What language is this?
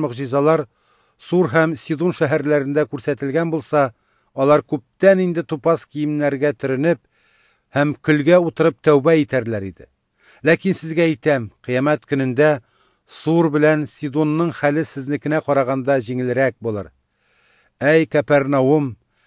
Tatar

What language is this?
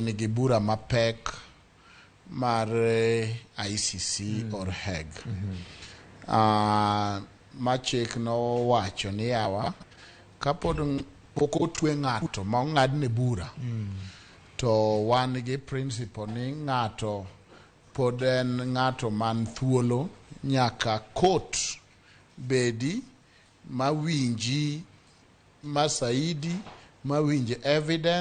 Luo (Kenya and Tanzania)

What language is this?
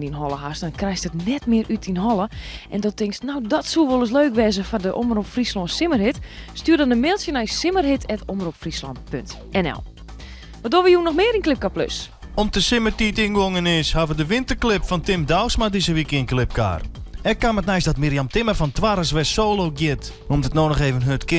Western Frisian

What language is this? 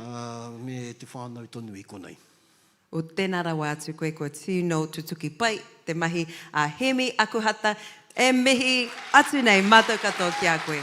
Māori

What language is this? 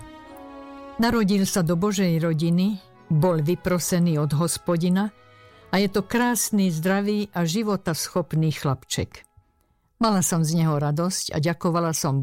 Slovak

